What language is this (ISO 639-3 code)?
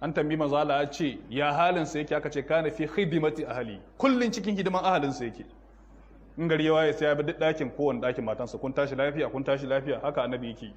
hau